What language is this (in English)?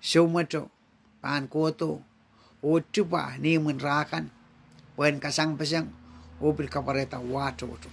Pohnpeian